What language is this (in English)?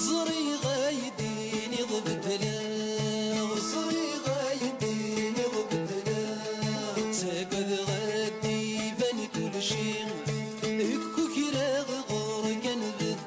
Kabyle